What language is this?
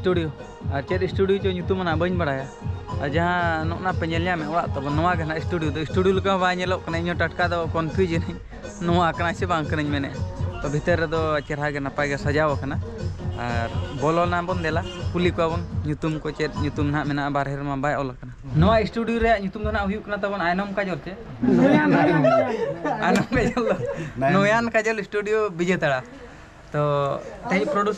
Santali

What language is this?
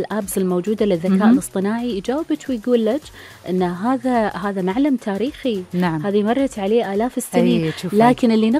Gulf Arabic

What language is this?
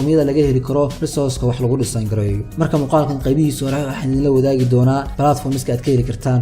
Somali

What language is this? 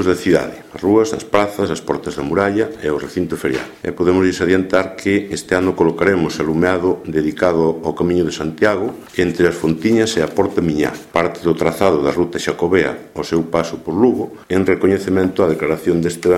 Galician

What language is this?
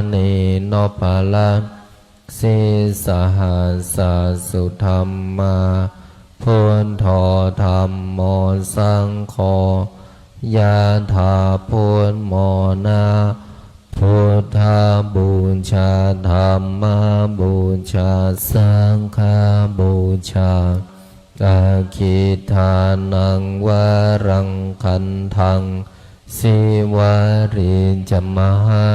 Pali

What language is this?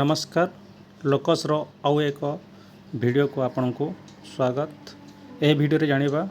Odia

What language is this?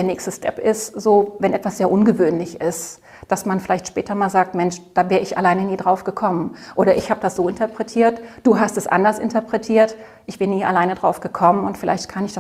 German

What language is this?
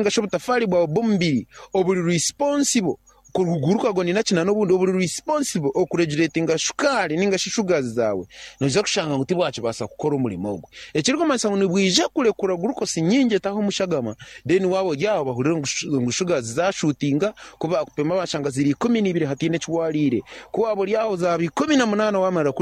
Nyankole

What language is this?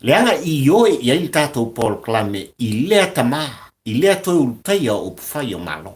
Samoan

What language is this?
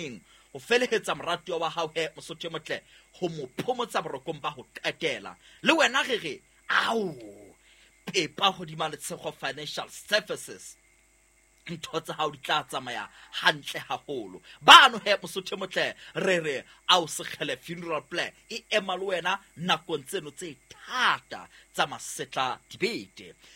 Southern Sotho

